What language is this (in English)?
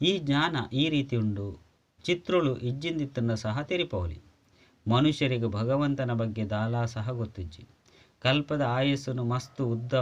Tulu